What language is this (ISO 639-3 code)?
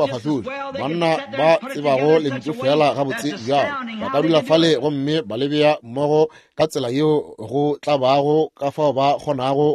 nso